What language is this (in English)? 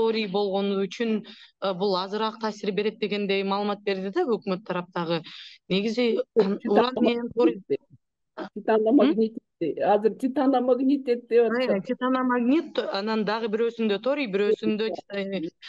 Kyrgyz